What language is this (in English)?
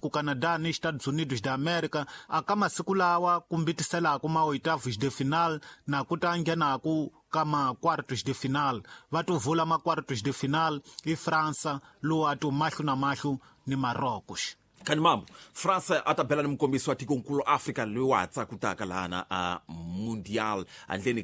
Tsonga